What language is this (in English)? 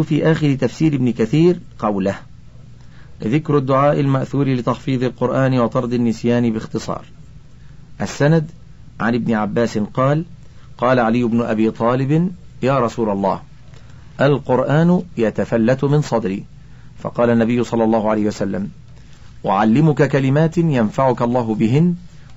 Arabic